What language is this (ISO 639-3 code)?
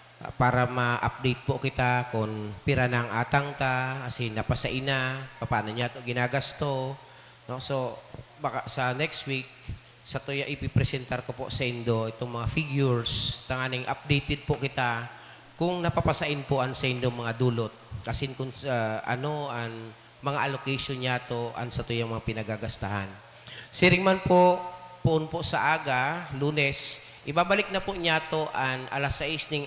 bik